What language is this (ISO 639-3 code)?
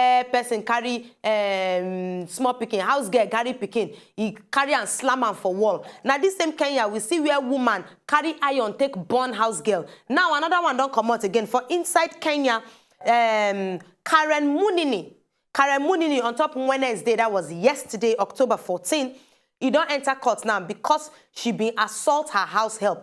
pcm